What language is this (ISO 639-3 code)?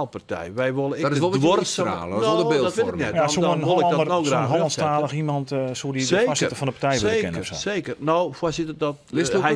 fry